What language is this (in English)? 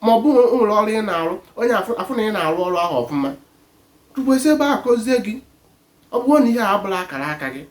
Igbo